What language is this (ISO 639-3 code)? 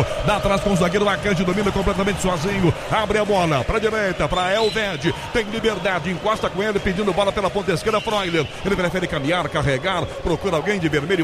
por